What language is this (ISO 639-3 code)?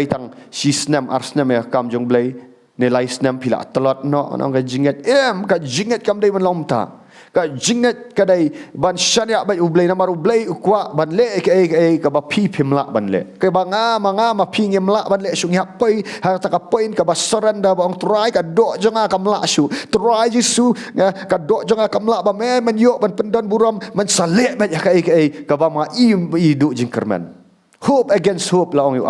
kha